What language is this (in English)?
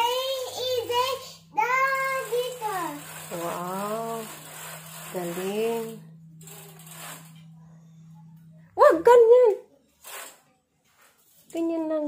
Filipino